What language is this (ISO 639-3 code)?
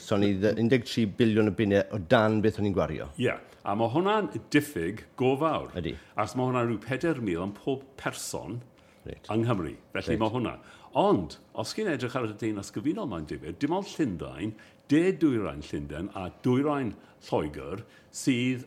cym